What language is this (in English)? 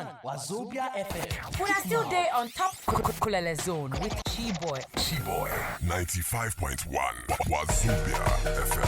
Nigerian Pidgin